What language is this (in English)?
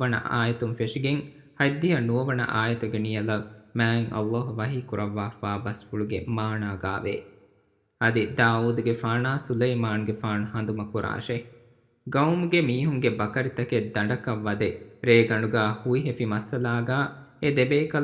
Divehi